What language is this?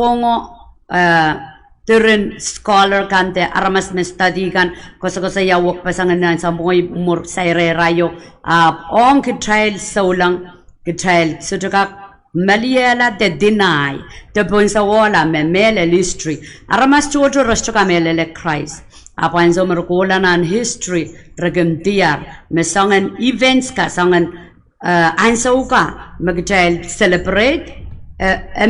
Pohnpeian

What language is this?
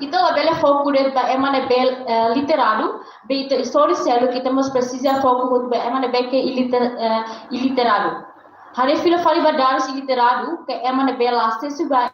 Tetum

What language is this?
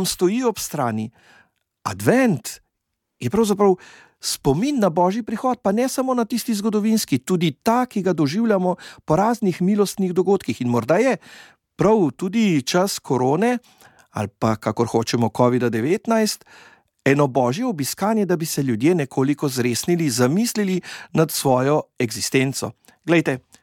Slovenian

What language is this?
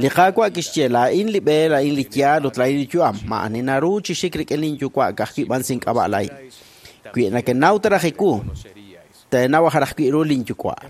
Kekchí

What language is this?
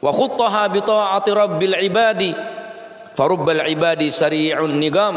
Madurese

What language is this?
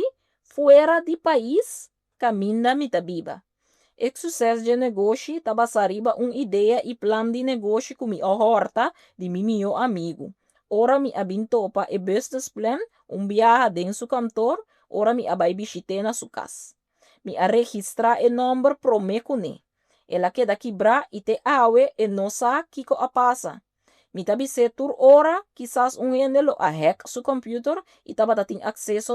Papiamento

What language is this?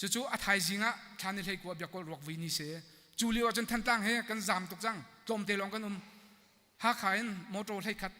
Hakha Chin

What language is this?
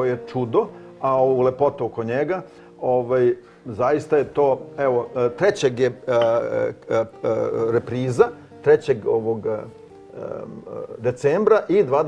Serbian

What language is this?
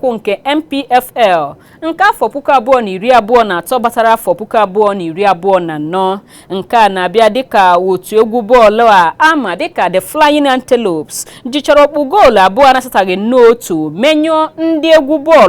Igbo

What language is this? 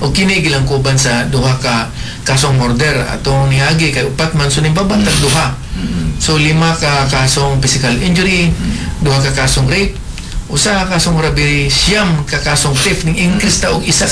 Cebuano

